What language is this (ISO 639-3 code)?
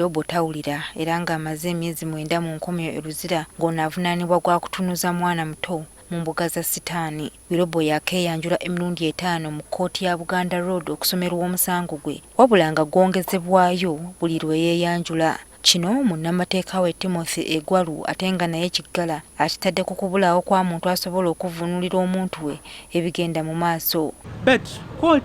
lug